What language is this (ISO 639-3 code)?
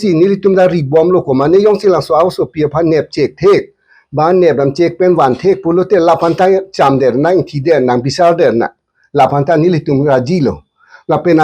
mjw